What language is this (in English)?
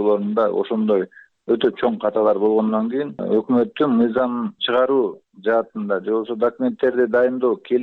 Kyrgyz